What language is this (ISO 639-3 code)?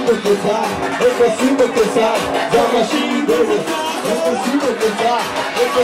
nld